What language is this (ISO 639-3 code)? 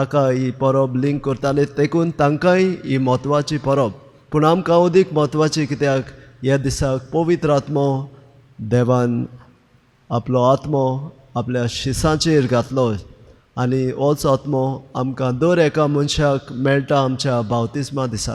kok